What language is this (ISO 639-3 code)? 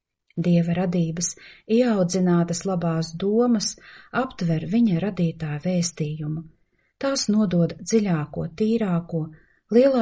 lav